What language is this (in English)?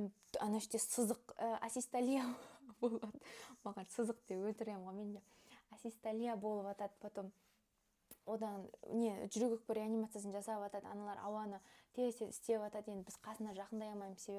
Kazakh